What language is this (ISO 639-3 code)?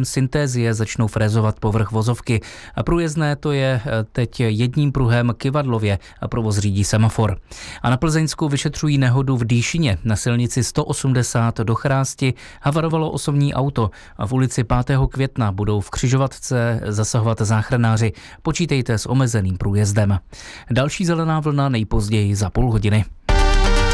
ces